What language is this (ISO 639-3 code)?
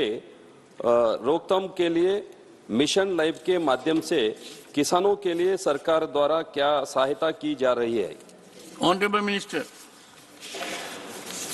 hin